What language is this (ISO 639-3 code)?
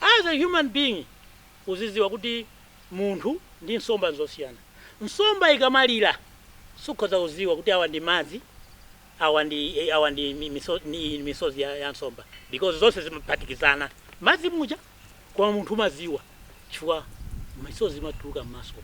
nya